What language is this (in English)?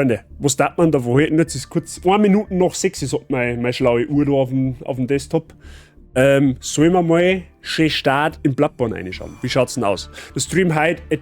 Bavarian